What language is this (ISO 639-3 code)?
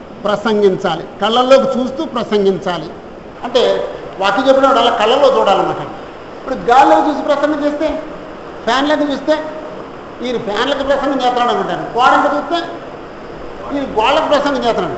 tel